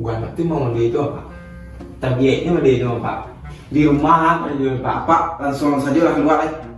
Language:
Minangkabau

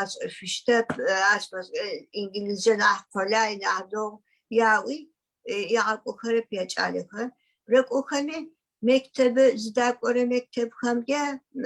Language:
Adyghe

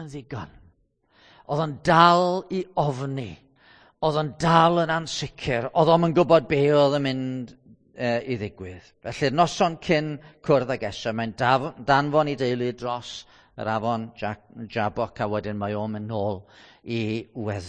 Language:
Welsh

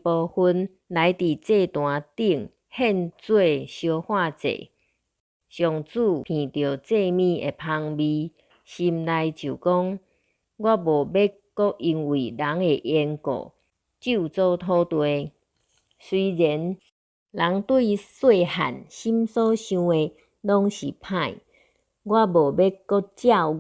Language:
Min Nan Chinese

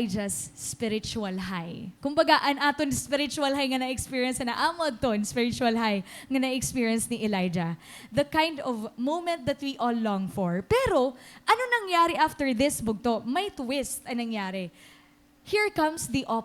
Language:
Waray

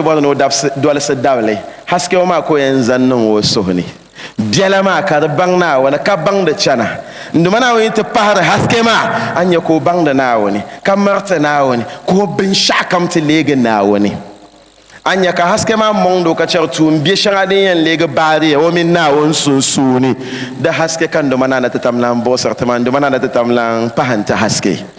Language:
Dagbani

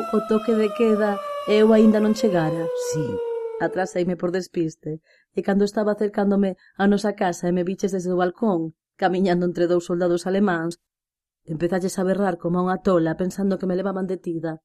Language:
Galician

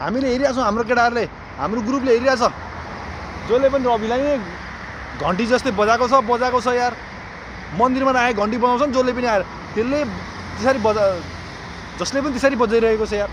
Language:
Nepali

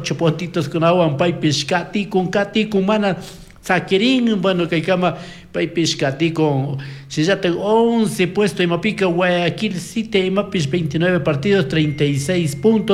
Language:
Chimborazo Highland Quichua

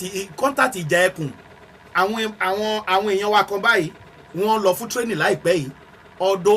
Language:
Yoruba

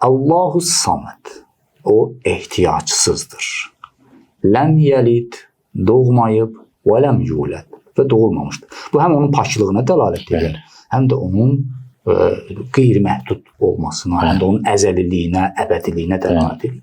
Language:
Azerbaijani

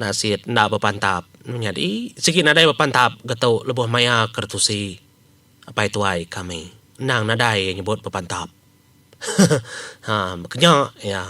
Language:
Iban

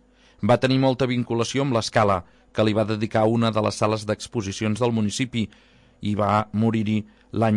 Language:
Catalan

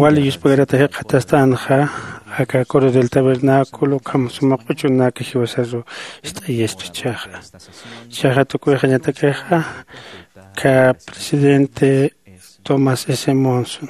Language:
Aymara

